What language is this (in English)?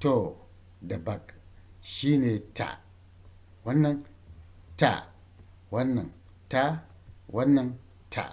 Hausa